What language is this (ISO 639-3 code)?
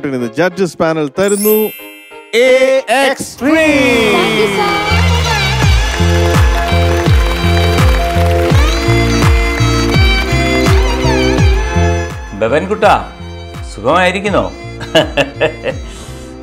mal